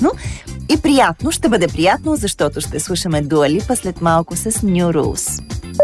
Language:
Bulgarian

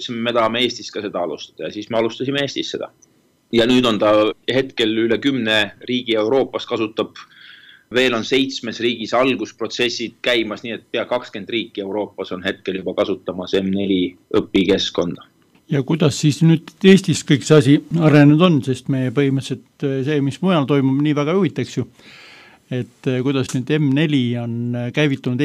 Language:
Estonian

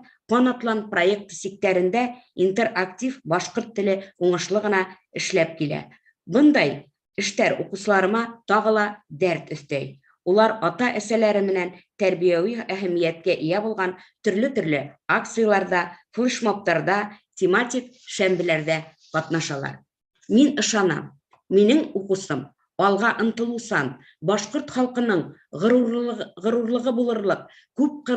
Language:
Bashkir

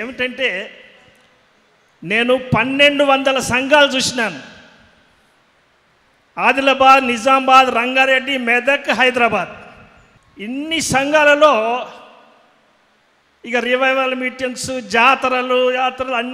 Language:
Telugu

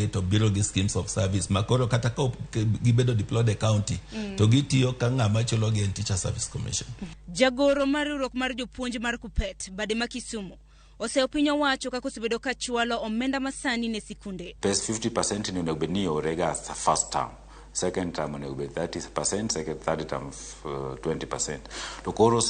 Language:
Luo (Kenya and Tanzania)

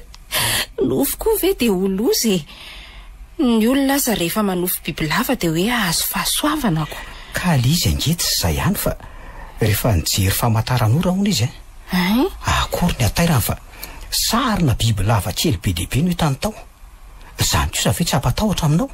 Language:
Malagasy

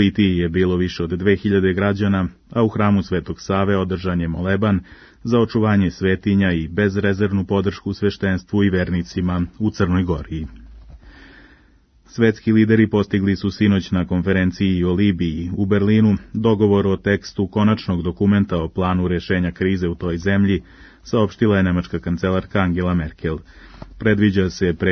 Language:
Serbian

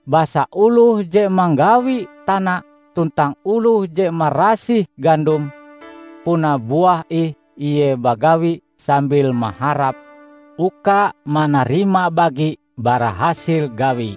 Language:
Ngaju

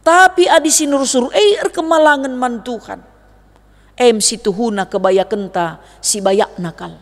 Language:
Batak Karo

